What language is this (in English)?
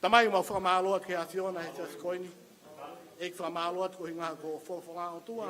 Tongan